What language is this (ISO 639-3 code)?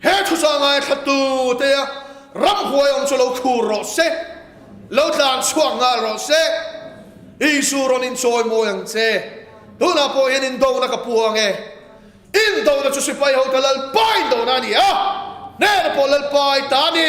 lus